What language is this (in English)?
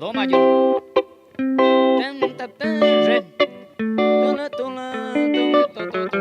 Guarani